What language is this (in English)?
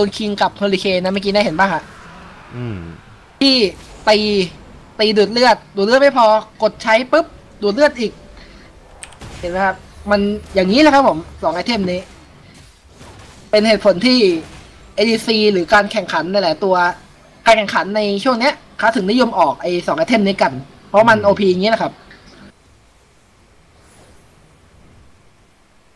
Thai